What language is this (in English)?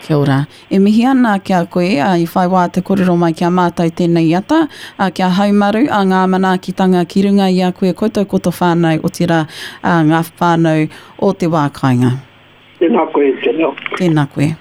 Māori